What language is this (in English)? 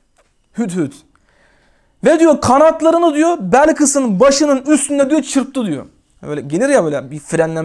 Turkish